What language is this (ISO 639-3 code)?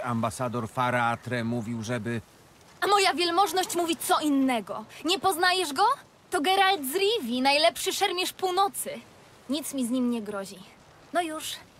pol